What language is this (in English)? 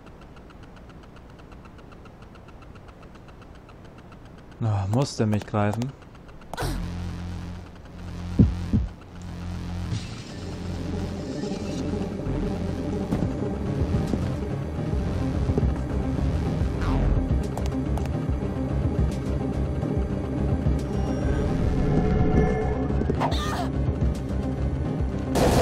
German